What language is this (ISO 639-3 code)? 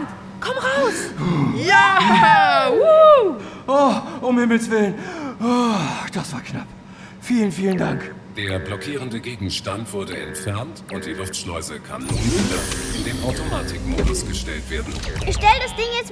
deu